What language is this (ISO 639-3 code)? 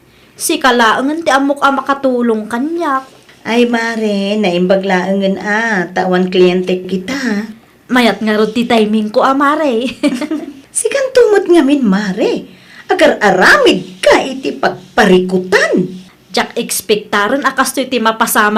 ilo